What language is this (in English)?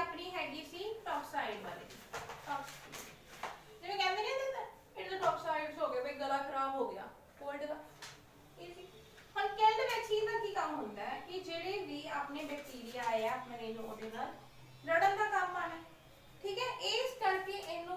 Punjabi